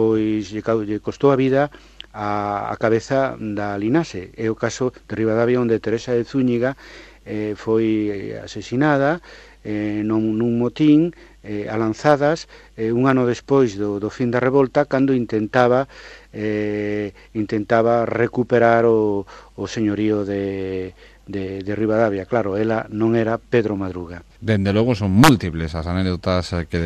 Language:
Galician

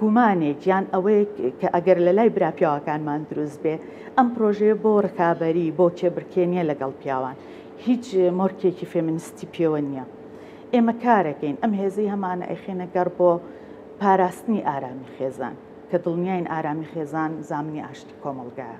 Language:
Central Kurdish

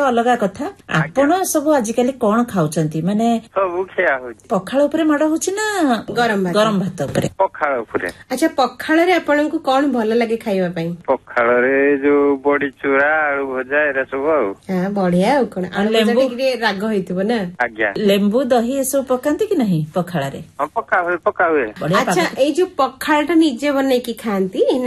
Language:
Odia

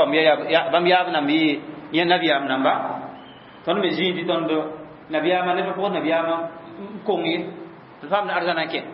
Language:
Mossi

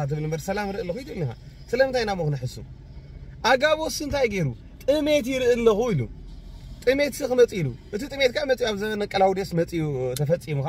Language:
Tigrinya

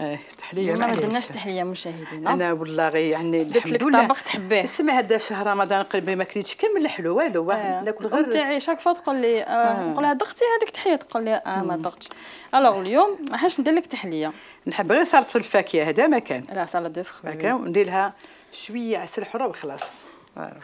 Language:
Algerian Arabic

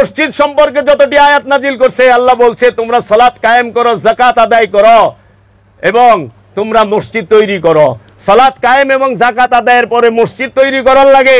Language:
Bangla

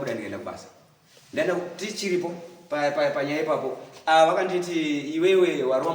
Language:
Shona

